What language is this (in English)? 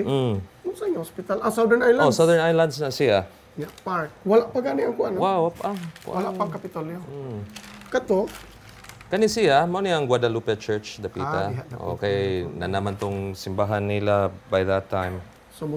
Cebuano